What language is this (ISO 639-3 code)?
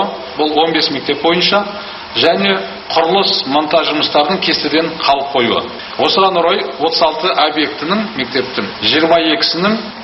kaz